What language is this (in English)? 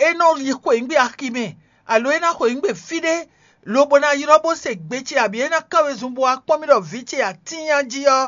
Fon